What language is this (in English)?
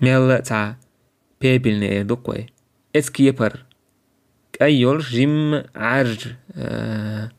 Chechen